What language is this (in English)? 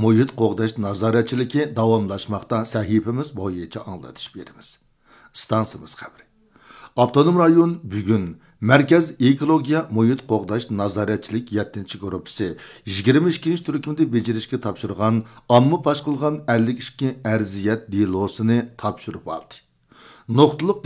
Uyghur